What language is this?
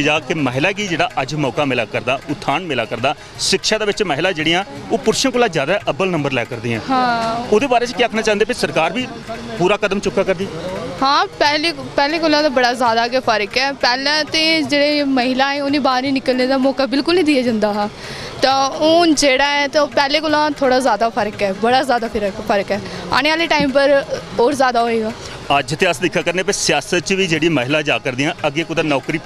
Dogri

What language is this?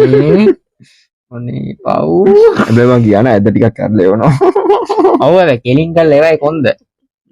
Sinhala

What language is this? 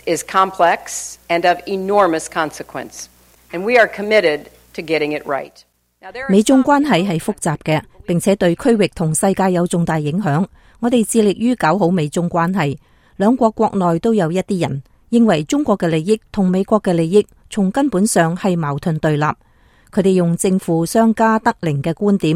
Cantonese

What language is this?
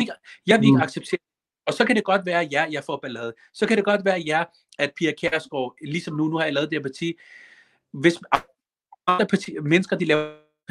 Danish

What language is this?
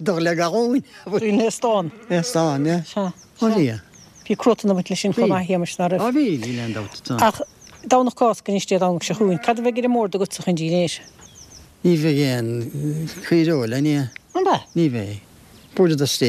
Irish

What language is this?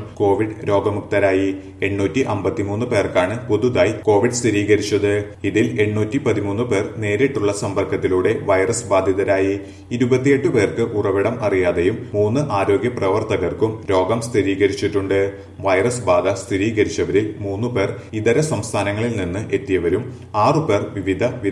Malayalam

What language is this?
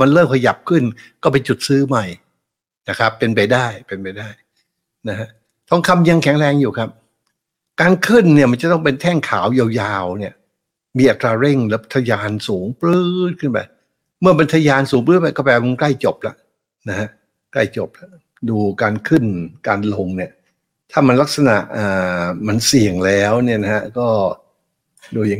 Thai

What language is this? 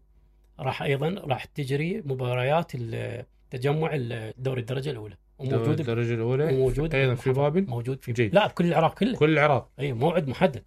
Mesopotamian Arabic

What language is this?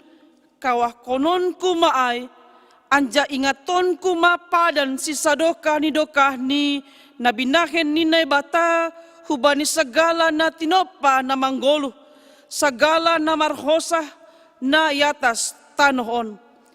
Batak Simalungun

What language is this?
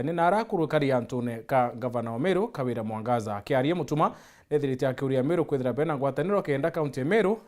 Meru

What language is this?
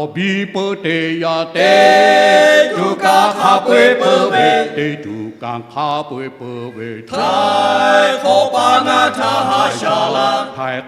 Lahu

